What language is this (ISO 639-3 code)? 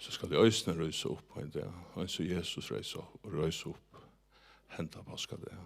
fao